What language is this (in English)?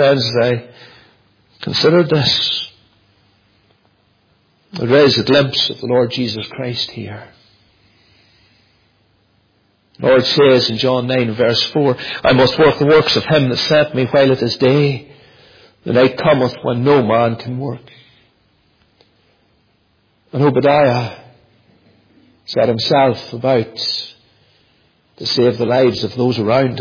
English